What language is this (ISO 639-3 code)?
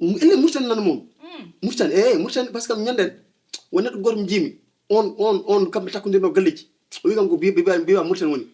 ful